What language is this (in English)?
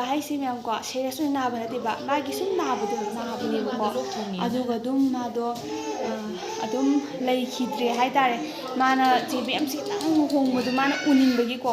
Manipuri